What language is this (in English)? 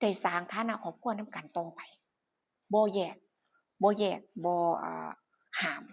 Northeastern Thai